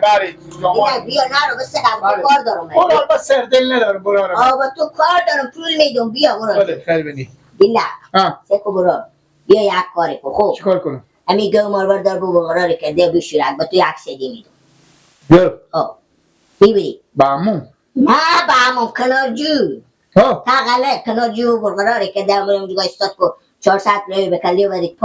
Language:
Persian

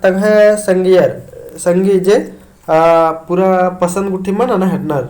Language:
Kurukh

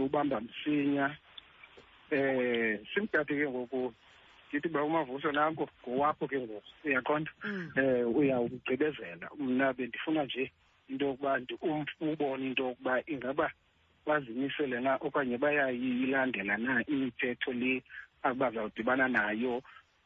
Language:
Xhosa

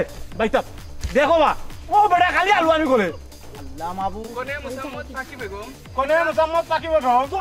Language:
Sylheti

